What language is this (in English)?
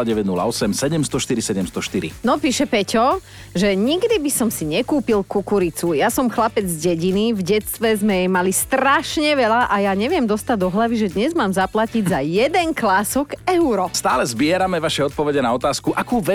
Slovak